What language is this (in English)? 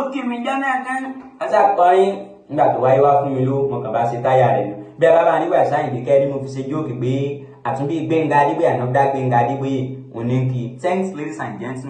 Yoruba